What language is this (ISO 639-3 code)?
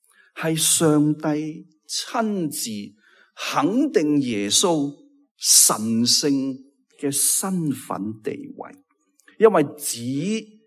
yue